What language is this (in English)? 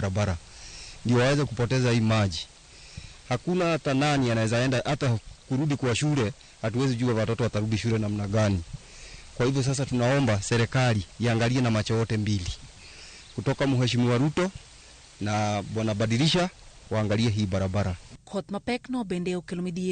Luo (Kenya and Tanzania)